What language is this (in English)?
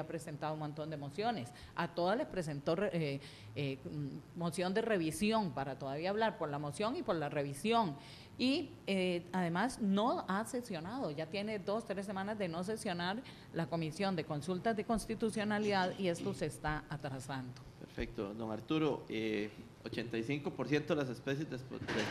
Spanish